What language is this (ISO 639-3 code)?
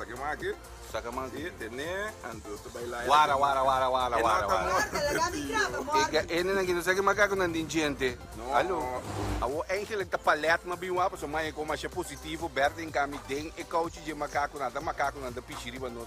pap